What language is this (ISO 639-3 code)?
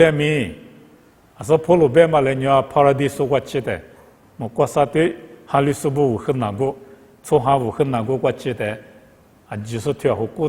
lis